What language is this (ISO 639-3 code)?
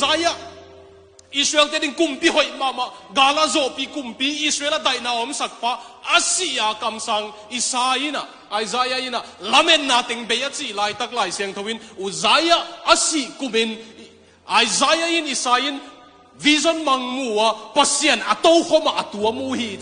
ctd